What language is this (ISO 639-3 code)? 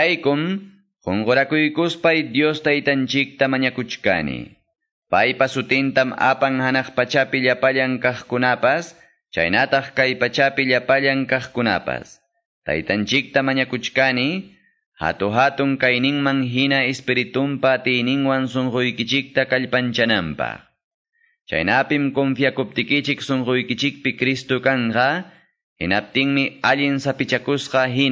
que